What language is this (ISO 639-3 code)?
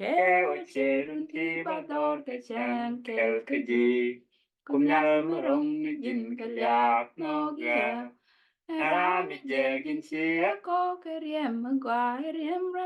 nus